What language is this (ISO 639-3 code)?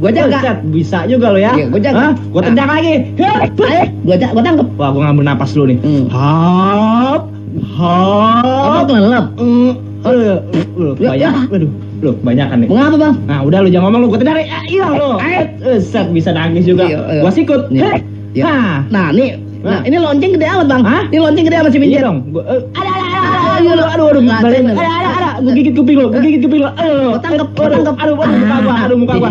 bew